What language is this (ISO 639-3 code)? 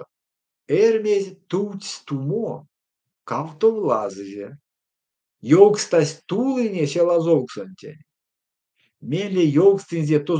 myv